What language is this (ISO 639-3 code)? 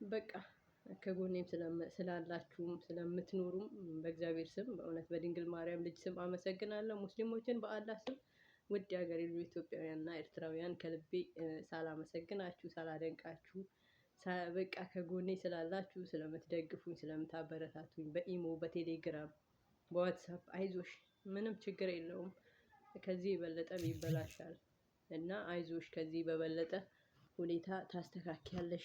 amh